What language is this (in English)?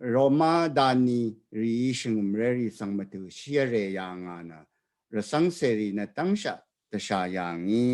Rawang